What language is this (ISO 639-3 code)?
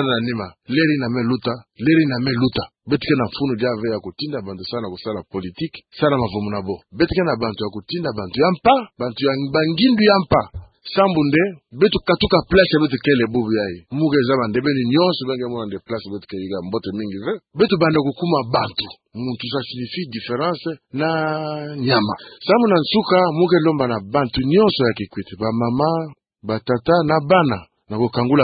ktu